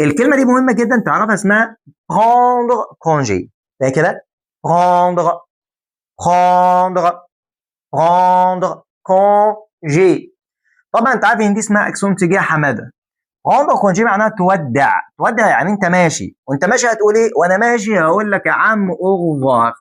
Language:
Egyptian Arabic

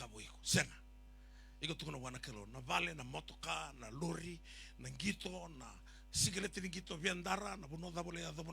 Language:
Fijian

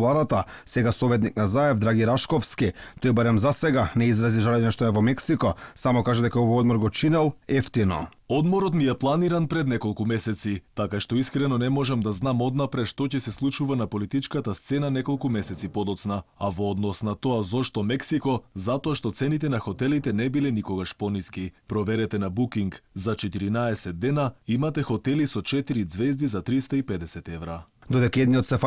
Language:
Macedonian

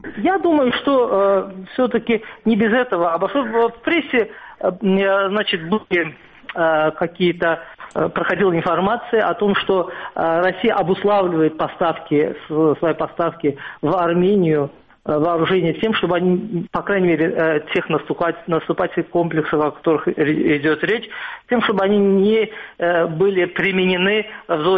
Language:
Russian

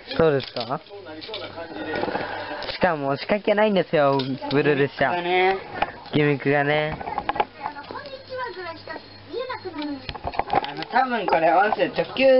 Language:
Japanese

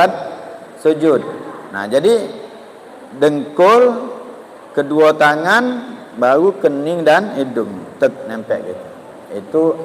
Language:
Musi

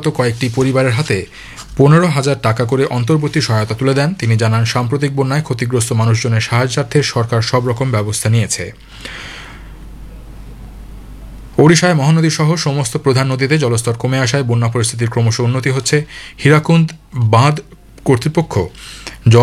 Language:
Bangla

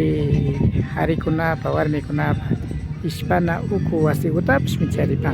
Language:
Imbabura Highland Quichua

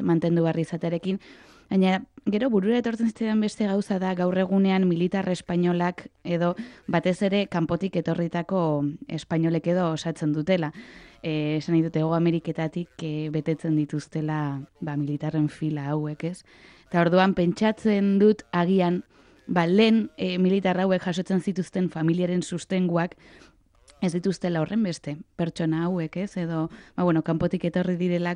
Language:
Basque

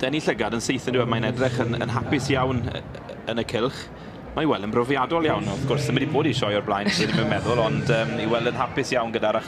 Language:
Welsh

